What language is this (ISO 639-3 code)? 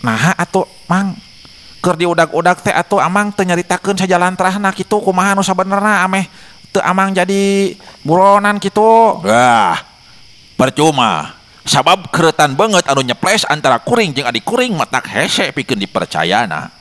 sun